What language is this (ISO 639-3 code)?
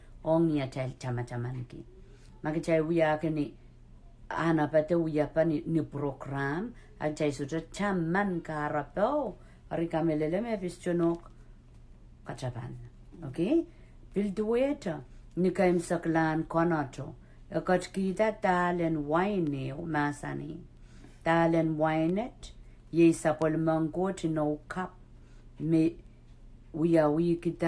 pon